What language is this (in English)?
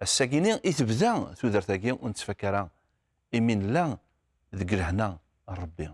Kabyle